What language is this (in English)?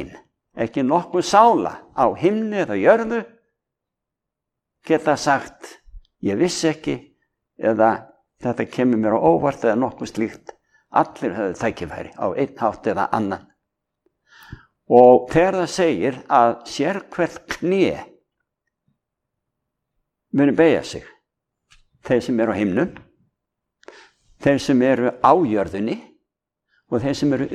Icelandic